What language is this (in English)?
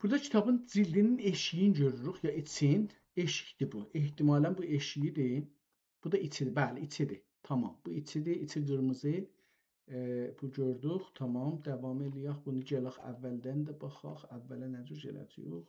South Azerbaijani